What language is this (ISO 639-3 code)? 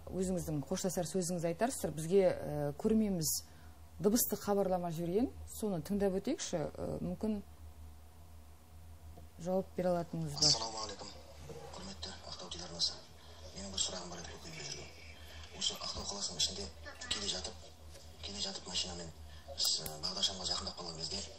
kaz